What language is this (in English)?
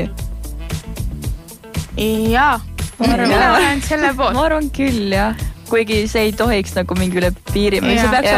Estonian